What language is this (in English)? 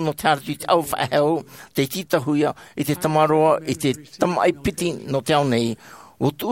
Tahitian